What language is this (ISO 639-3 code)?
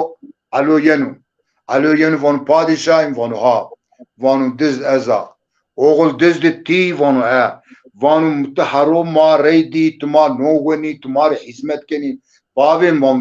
zza